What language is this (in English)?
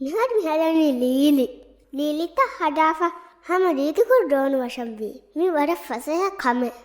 Divehi